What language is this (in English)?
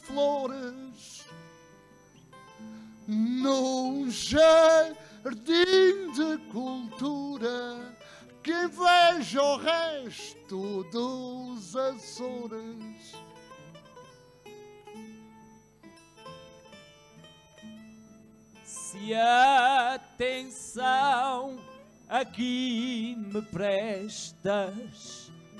Portuguese